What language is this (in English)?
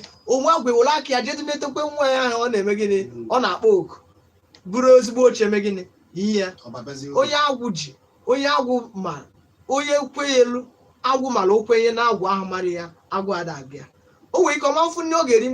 Igbo